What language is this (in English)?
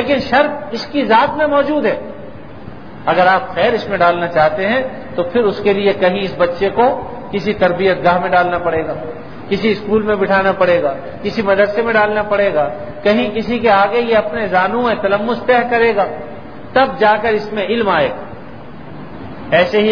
Urdu